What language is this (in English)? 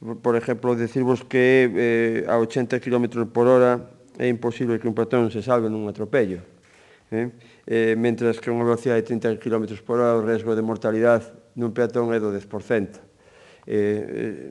Galician